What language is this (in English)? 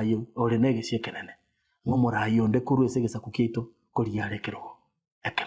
Gusii